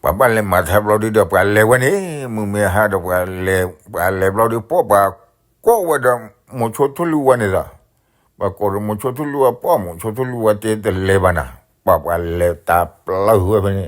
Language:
S'gaw Karen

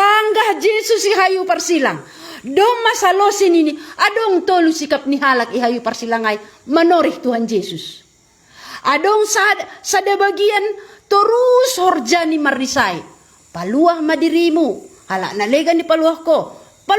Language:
Batak Simalungun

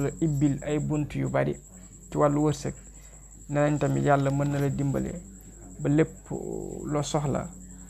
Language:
Wolof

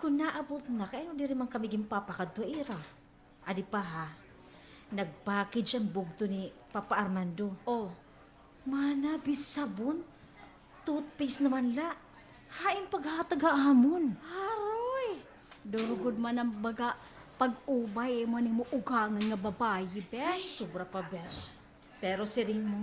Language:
Waray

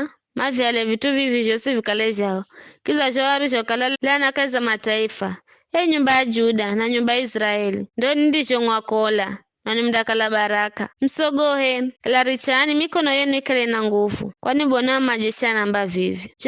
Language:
Giryama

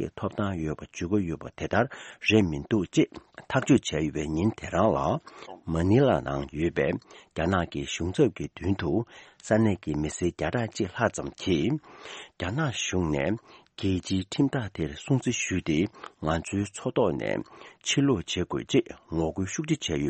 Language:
Tibetan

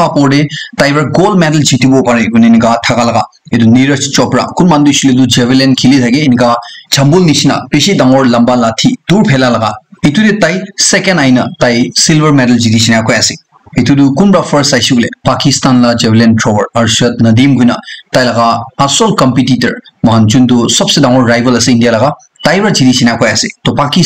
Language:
Naga Pidgin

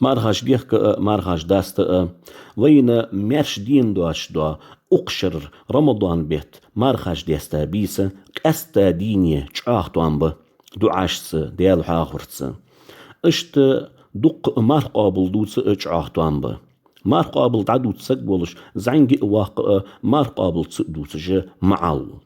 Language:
Ingush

